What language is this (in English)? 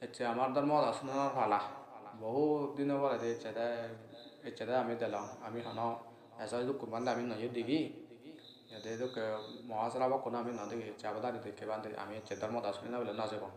Assamese